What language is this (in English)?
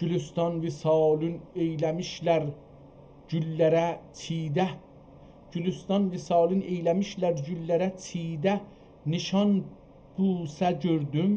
South Azerbaijani